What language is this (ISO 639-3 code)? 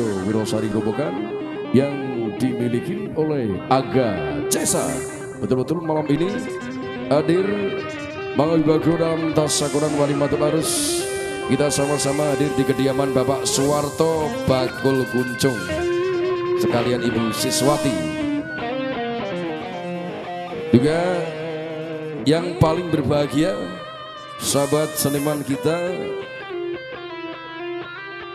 ind